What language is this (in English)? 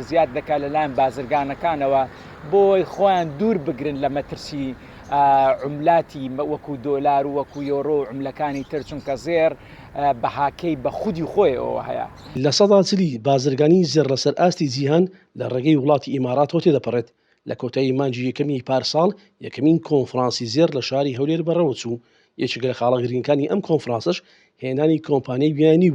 Central Kurdish